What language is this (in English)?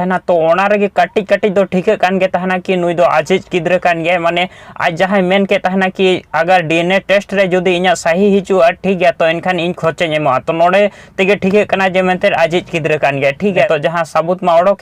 Santali